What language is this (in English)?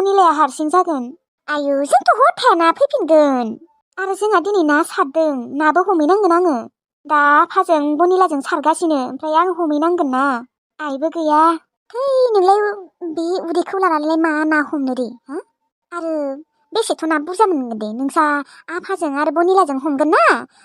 Bodo